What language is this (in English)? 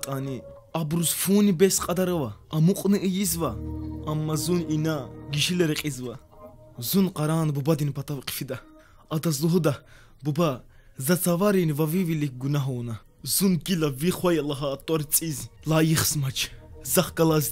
Lezghian